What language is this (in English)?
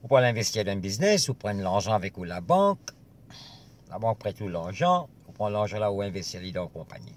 Morisyen